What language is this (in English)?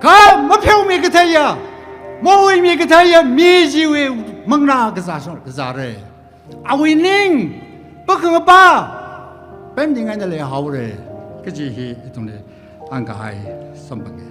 Tangkhul Naga (India)